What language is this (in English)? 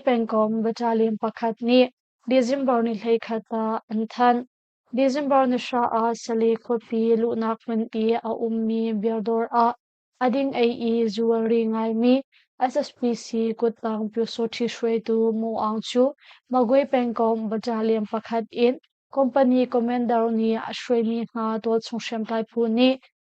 Hakha Chin